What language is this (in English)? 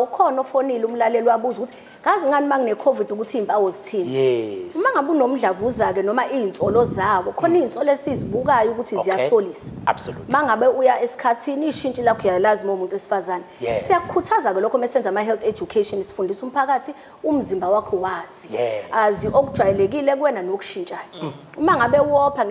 Zulu